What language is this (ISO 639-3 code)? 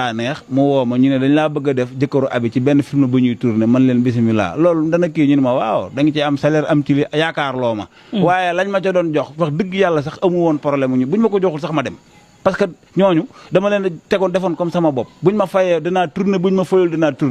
wol